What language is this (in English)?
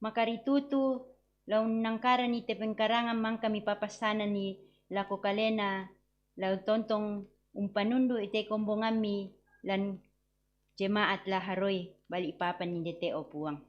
Toraja-Sa'dan